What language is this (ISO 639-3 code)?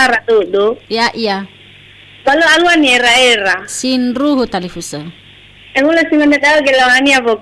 nia